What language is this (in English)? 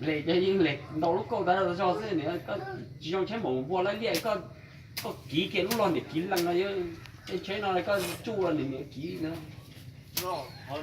Hmong